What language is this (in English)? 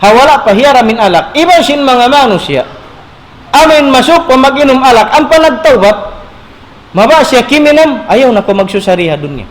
Tausug